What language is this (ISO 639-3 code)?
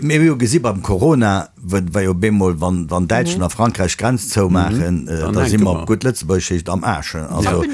ltz